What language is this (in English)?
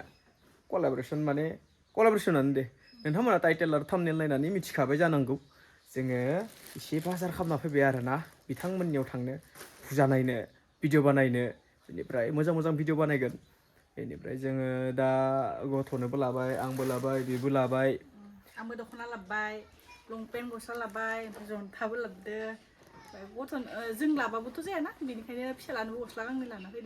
Bodo